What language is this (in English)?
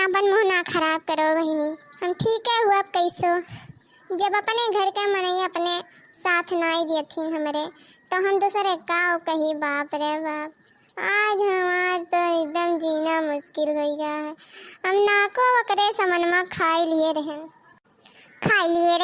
Awadhi